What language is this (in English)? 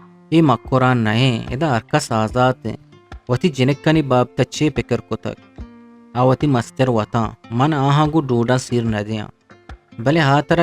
Eastern Balochi